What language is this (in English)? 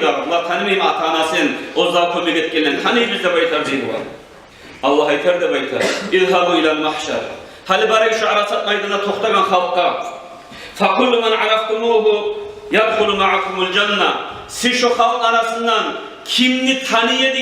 Kumyk